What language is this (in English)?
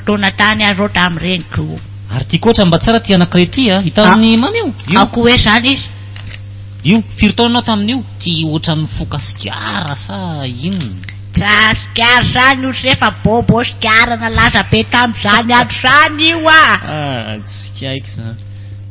Malagasy